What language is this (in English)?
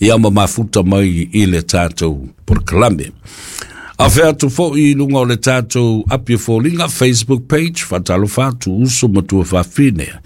Samoan